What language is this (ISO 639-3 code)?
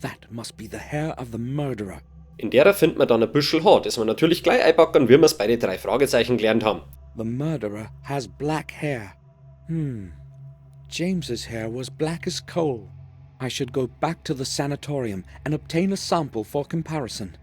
bar